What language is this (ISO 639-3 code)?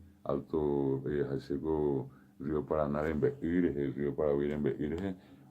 grn